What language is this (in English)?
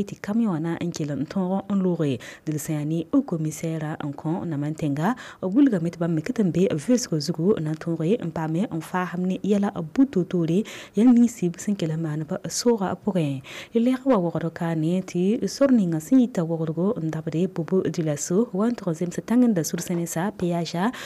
Mossi